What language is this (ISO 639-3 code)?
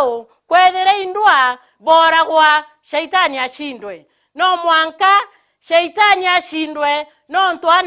mer